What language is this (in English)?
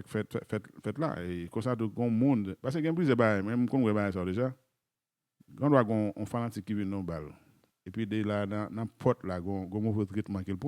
Haitian Creole